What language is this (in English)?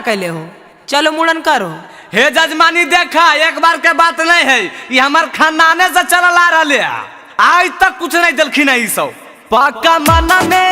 Magahi